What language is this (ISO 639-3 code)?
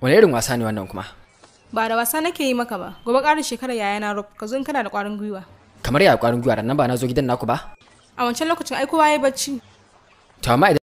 hau